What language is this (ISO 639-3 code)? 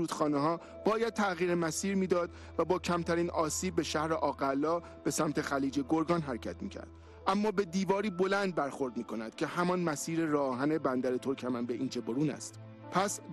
fas